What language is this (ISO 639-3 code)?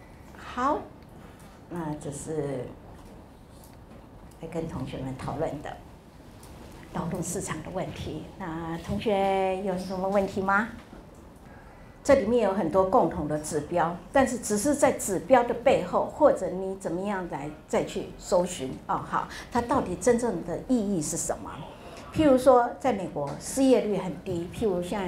zho